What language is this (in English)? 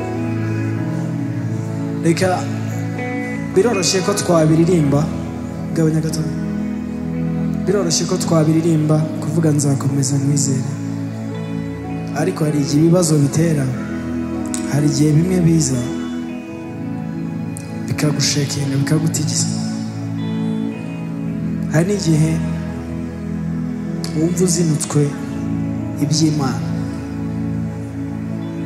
Kinyarwanda